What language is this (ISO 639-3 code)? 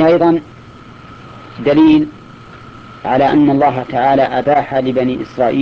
ara